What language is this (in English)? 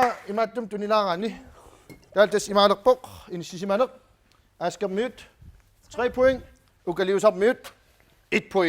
Kalaallisut